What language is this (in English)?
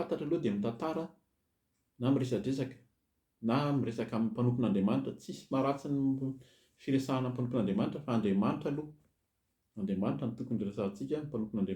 Malagasy